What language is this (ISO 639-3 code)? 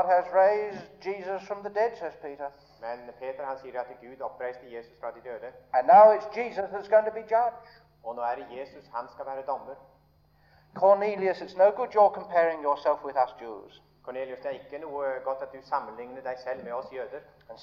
nor